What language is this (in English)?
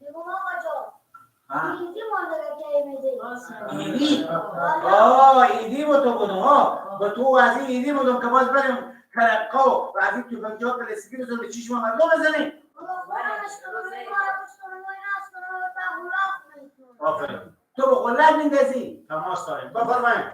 Persian